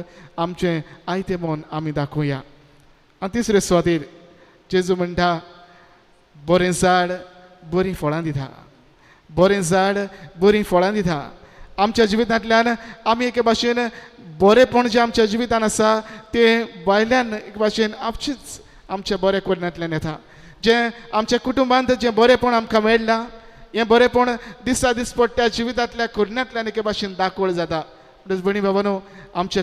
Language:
Konkani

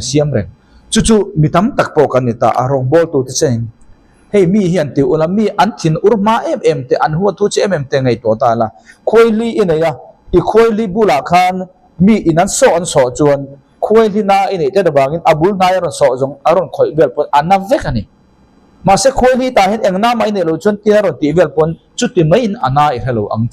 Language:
Mizo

